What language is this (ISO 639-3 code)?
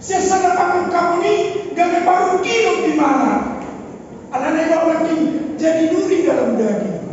bbc